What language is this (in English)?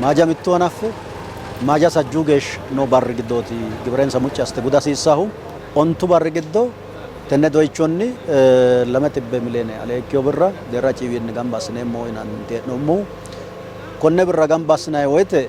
Sidamo